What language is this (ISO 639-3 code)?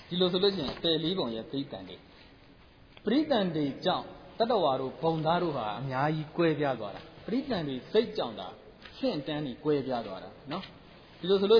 mya